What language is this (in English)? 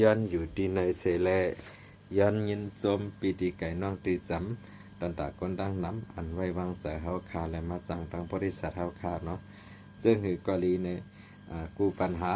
Shan